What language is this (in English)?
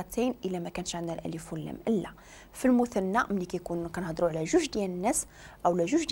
Moroccan Arabic